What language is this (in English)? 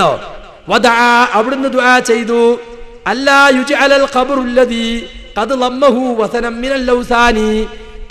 Malayalam